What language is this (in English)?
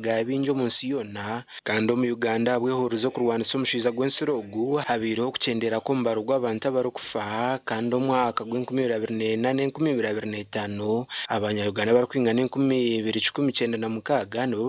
Nyankole